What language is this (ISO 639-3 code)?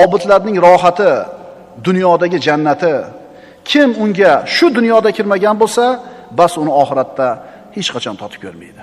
uzb